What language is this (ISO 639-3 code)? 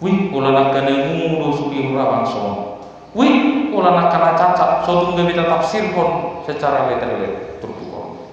bbc